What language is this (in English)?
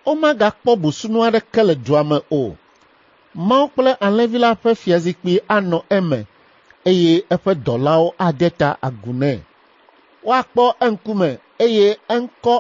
Ewe